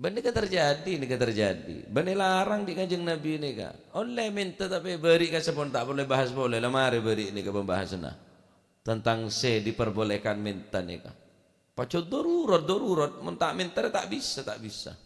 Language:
Madurese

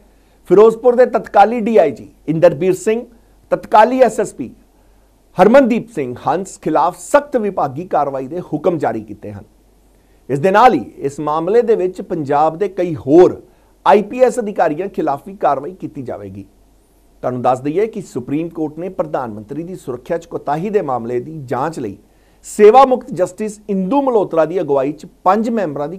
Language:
Punjabi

